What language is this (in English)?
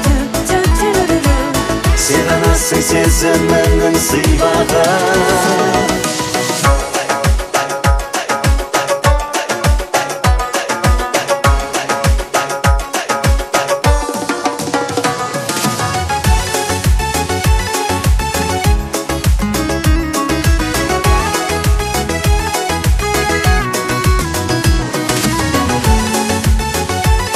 Kazakh